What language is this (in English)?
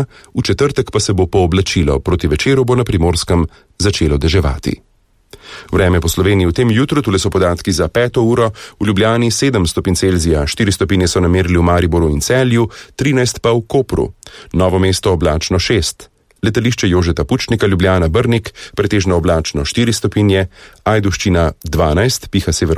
Slovenian